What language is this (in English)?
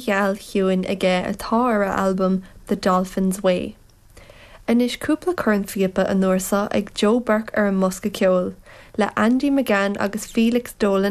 Irish